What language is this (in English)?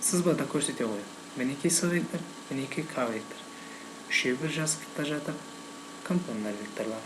Kazakh